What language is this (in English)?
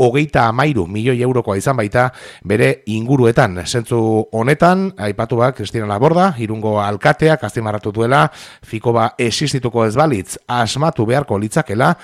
Basque